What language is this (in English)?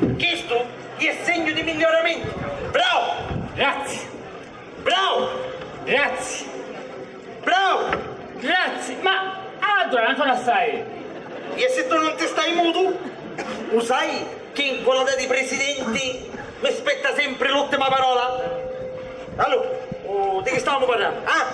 Sicilian